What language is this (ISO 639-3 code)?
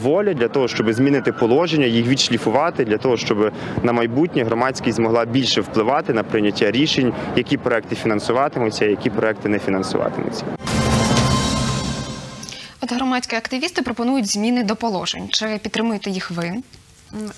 ukr